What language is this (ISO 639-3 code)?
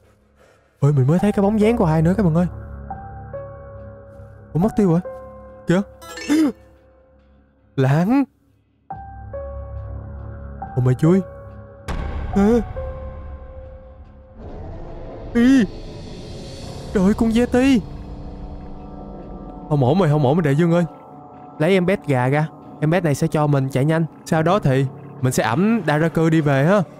vie